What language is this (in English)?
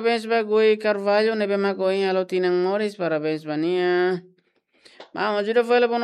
Tetum